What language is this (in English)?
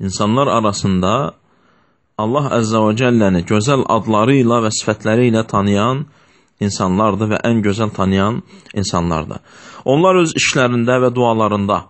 Azerbaijani